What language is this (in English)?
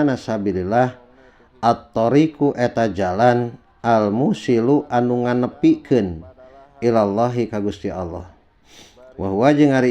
Sundanese